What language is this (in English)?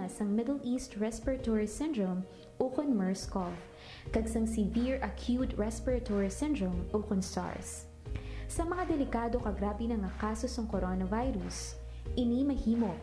Hiligaynon